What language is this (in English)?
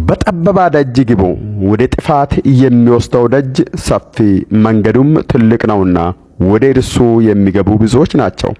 Amharic